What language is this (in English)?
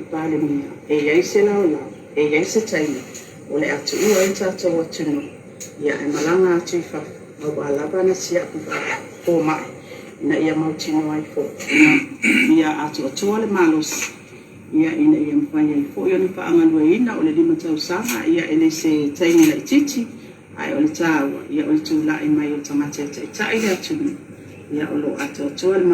Samoan